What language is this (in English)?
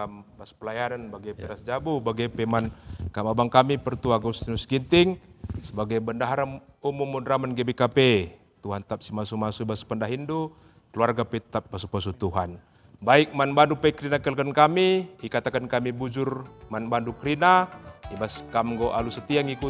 Batak Karo